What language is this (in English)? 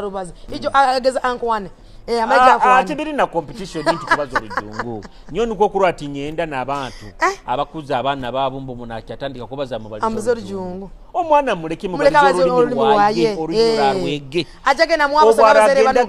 Nyoro